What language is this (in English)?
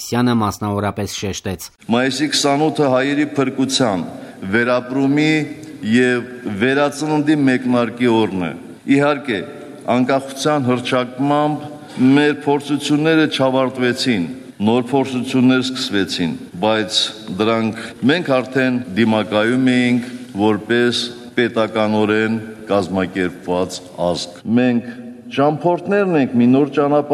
Armenian